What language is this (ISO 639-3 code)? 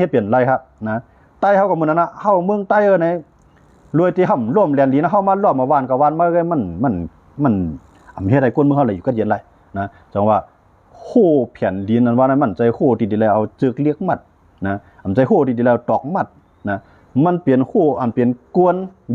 shn